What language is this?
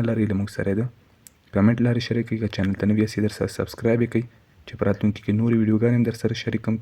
Pashto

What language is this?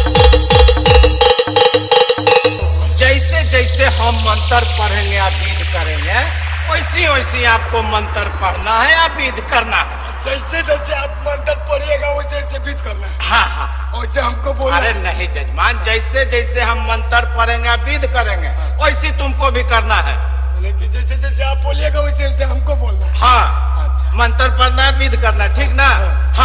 Bhojpuri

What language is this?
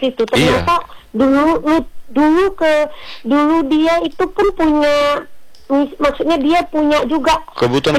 Indonesian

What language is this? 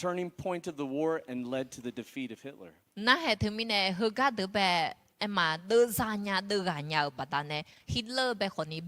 Akha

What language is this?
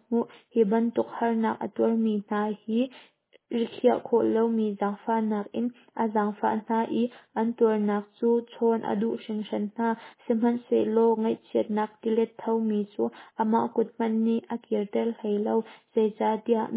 Hakha Chin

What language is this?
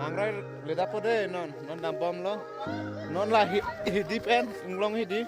Karbi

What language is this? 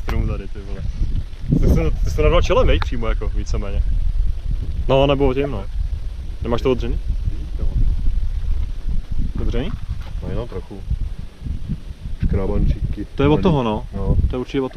Czech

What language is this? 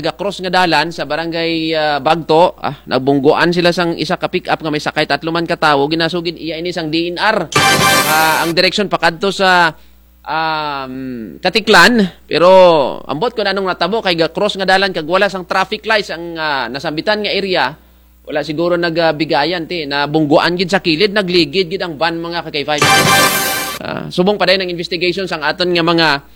Kinaray-a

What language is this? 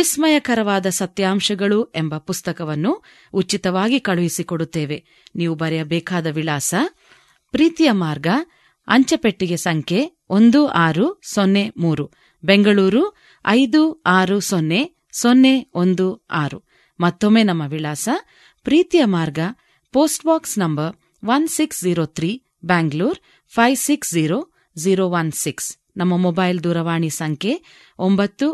Kannada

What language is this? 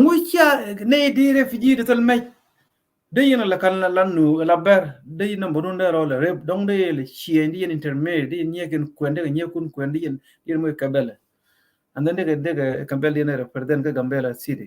Nuer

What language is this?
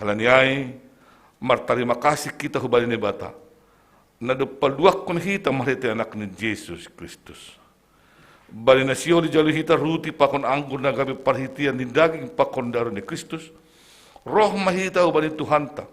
Batak Simalungun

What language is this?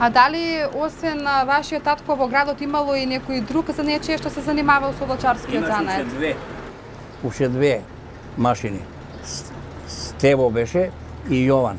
Macedonian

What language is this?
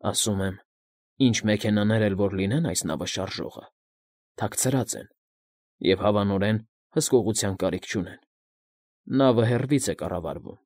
Armenian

